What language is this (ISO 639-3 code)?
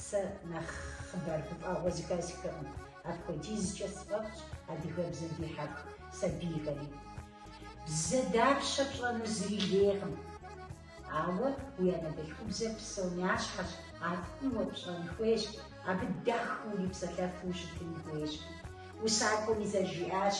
kbd